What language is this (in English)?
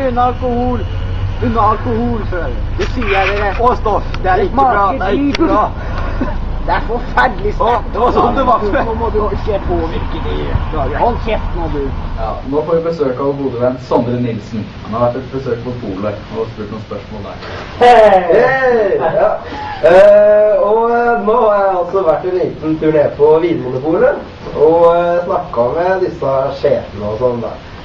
Norwegian